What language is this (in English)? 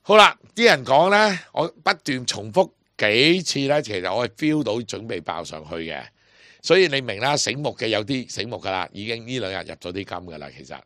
Cantonese